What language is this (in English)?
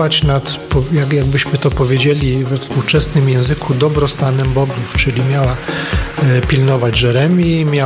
Polish